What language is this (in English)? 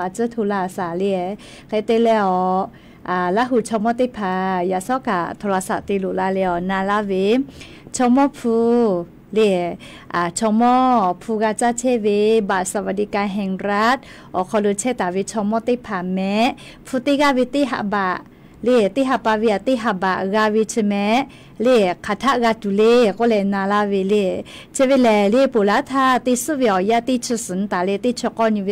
Lahu